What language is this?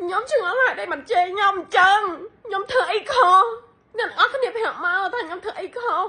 Khmer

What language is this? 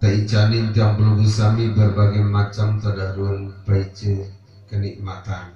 Sasak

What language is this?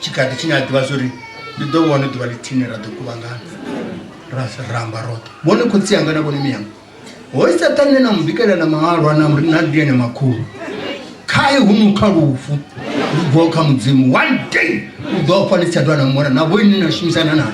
Venda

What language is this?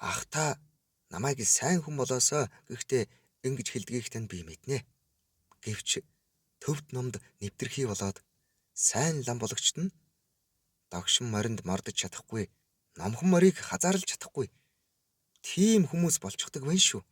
Mongolian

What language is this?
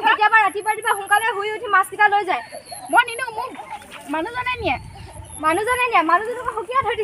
Assamese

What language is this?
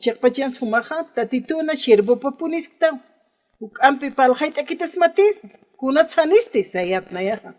Aymara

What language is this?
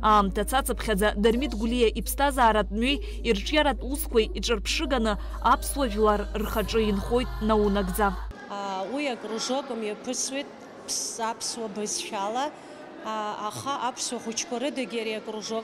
Abkhazian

